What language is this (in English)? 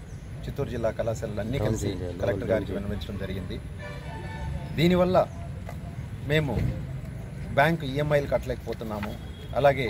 Telugu